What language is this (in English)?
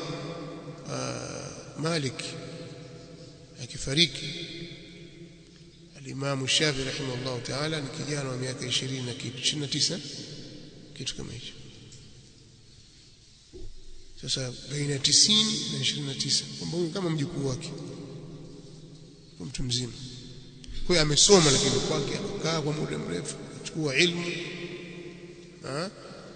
Swahili